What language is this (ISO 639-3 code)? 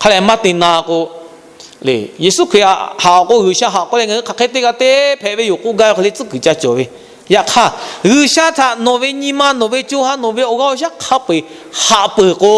lhu